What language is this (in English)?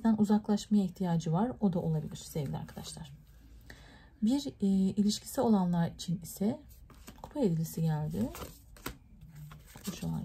Turkish